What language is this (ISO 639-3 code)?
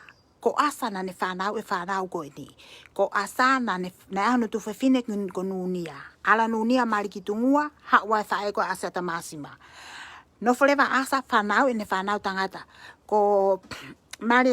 ton